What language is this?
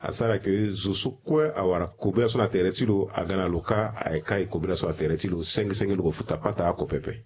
Sango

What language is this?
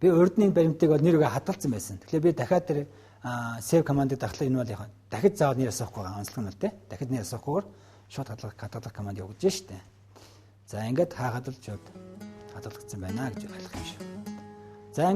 Mongolian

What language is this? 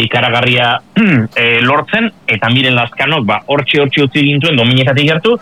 Basque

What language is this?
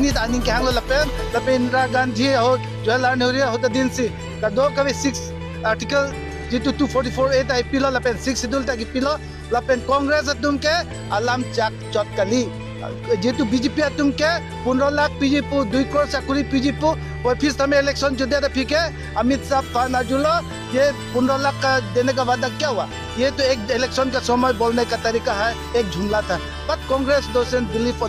Karbi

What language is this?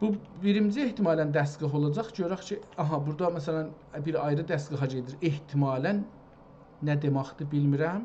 South Azerbaijani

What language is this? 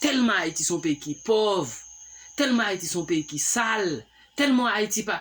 Haitian Creole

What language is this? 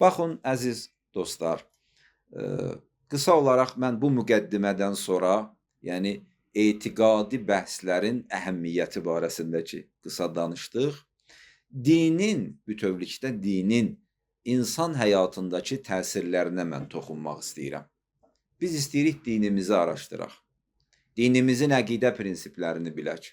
Azerbaijani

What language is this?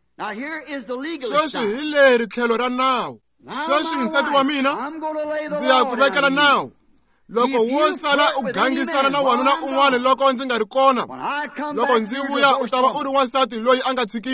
Tsonga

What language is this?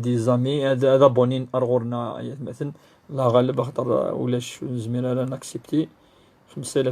Kabyle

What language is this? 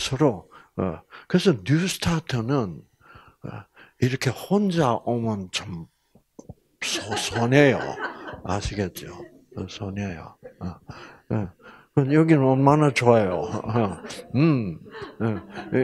Korean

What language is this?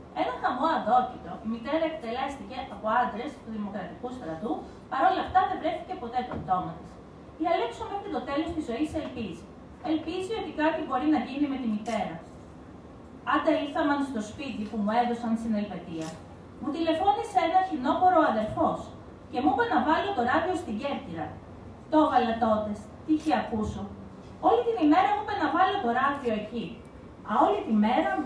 Greek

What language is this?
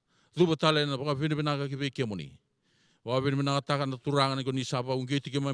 Fijian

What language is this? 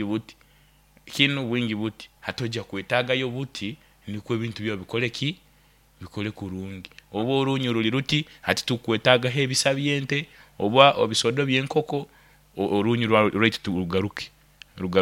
Nyoro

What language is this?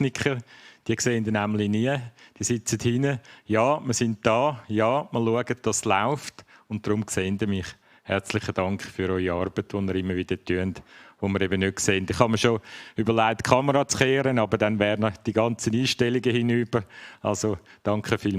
Swiss German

